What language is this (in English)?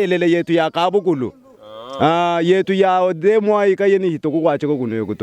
Luba-Lulua